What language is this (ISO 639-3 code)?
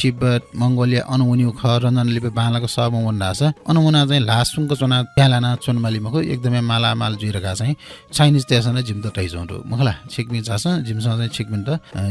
new